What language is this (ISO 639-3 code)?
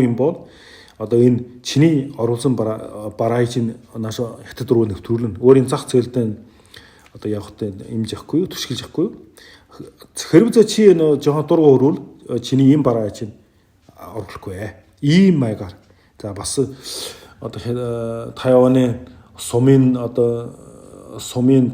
mon